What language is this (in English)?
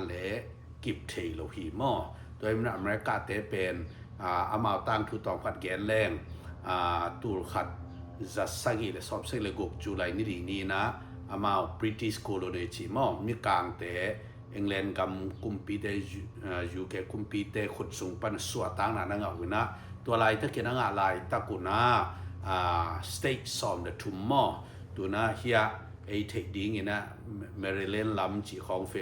Tedim Chin